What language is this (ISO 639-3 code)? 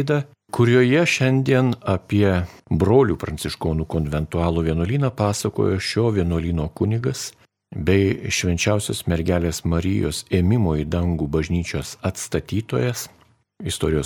lit